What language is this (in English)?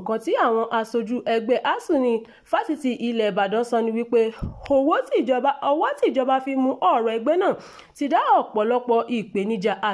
Yoruba